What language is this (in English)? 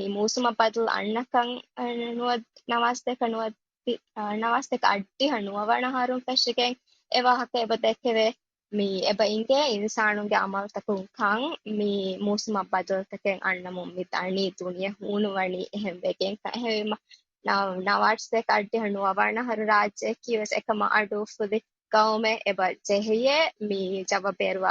Divehi